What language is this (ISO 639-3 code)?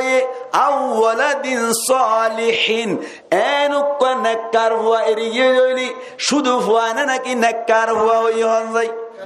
rhg